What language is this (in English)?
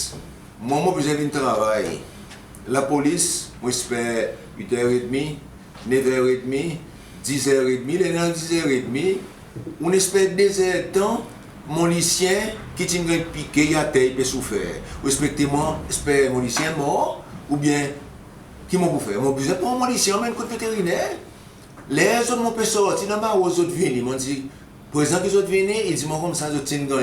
Seselwa Creole French